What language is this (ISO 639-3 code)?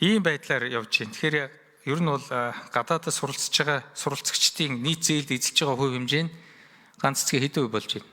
mon